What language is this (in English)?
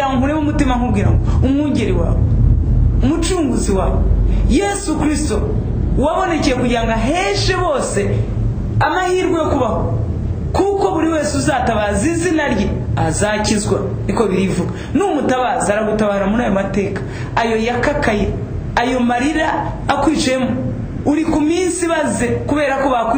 Kinyarwanda